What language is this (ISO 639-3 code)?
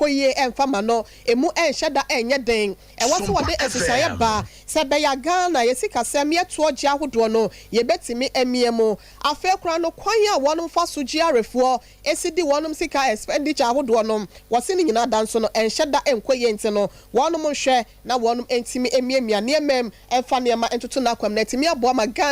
aka